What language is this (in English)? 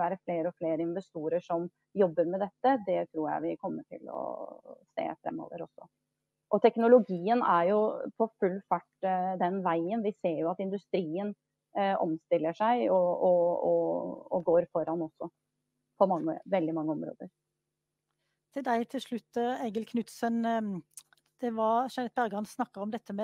Norwegian